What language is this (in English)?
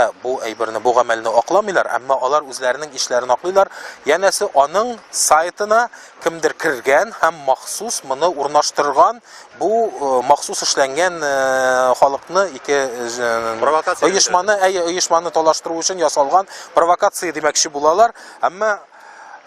Tatar